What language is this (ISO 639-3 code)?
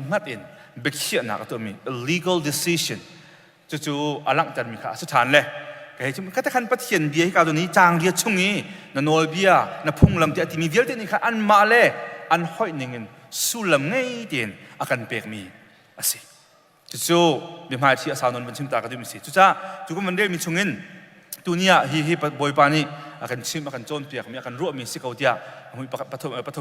cnh